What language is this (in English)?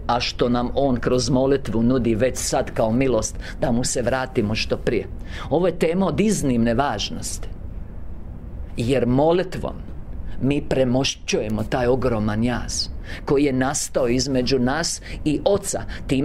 Croatian